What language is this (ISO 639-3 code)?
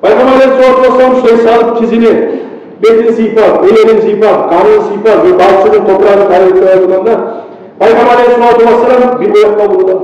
kum